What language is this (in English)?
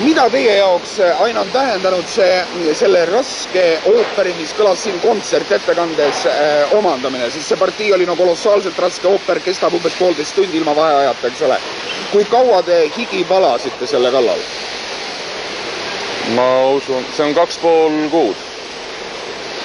Estonian